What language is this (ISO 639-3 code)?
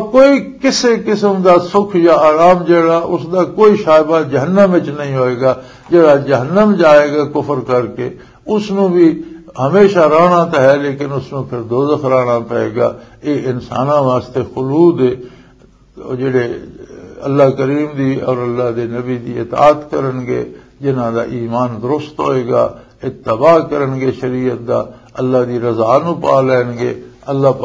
lah